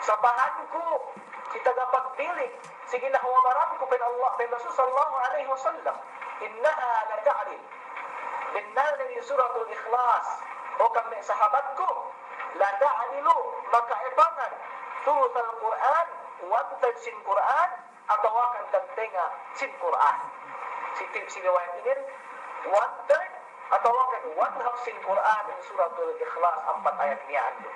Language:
Yakan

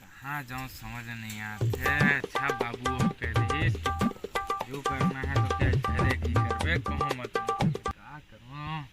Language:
Chhattisgarhi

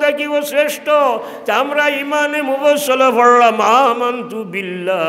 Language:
Sylheti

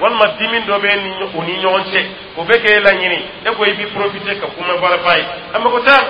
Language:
Dyula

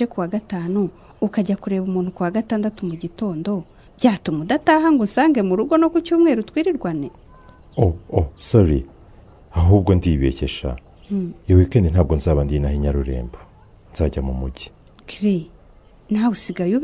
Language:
Kinyarwanda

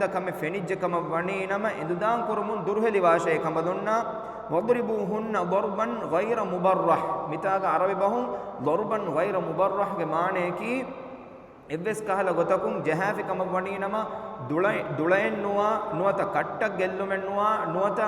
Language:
Divehi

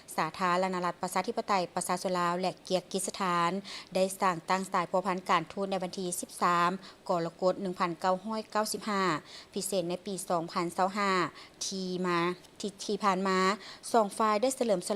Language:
Lao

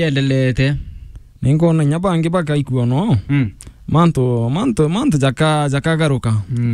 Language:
Meru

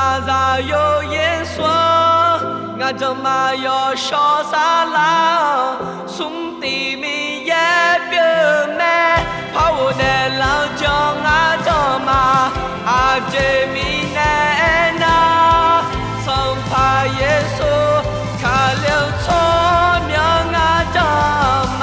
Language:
Akha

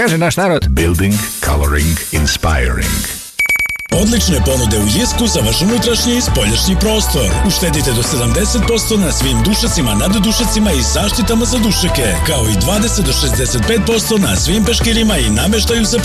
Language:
Serbian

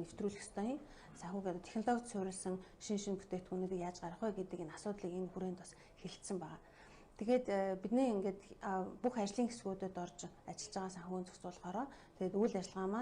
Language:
Mongolian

